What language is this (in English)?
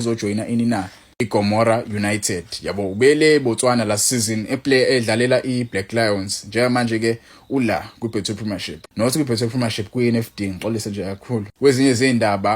Zulu